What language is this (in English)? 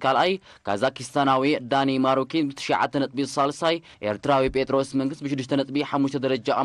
Tigrinya